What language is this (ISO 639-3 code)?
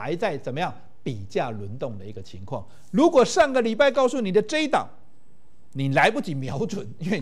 zho